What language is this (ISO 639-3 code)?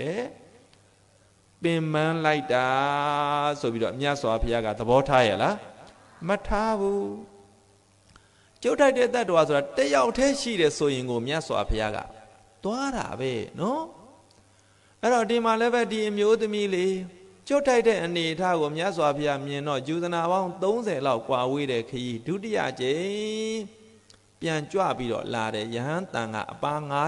mya